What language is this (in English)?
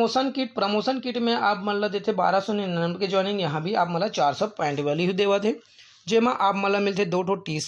Chhattisgarhi